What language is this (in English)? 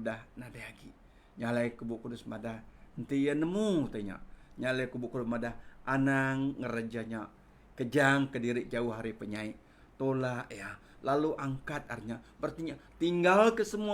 Iban